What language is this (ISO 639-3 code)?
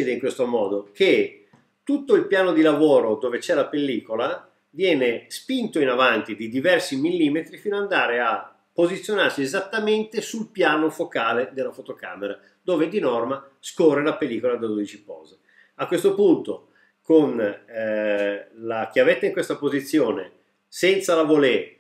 ita